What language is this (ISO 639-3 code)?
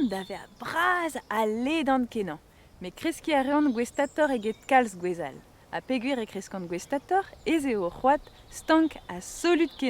bre